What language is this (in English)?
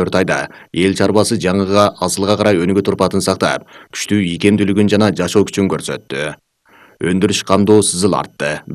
Kyrgyz